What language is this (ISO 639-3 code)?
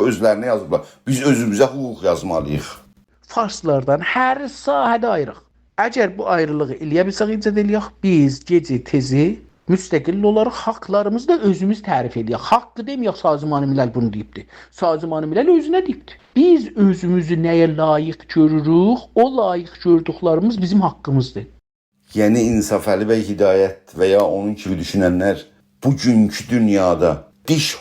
azb